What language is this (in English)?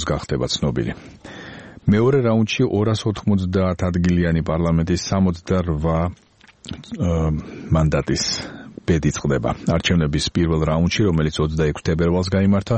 Georgian